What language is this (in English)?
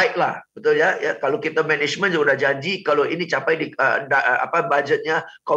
Indonesian